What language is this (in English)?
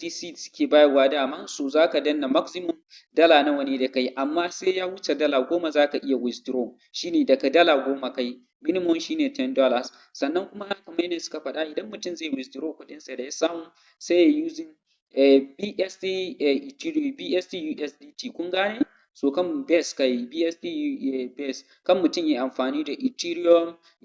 Hausa